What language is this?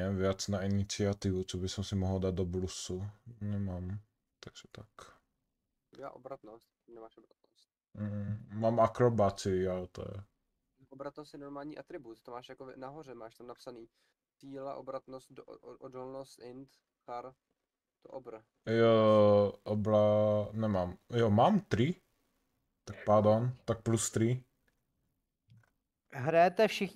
Czech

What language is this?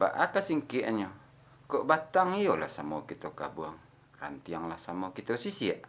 Minangkabau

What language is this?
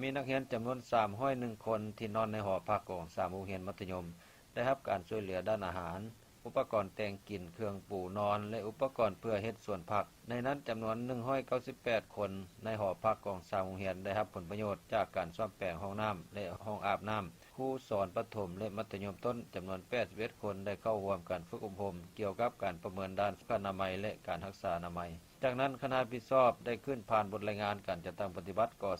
Lao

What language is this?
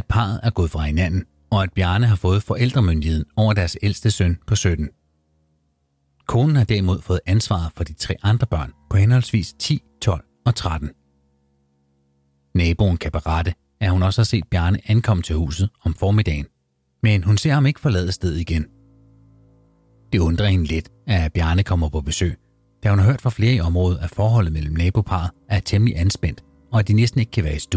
Danish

